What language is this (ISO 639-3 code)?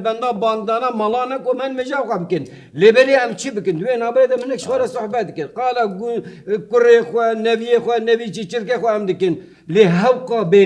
kur